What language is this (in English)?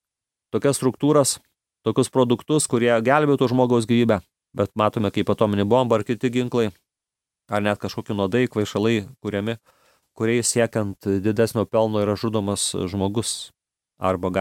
Lithuanian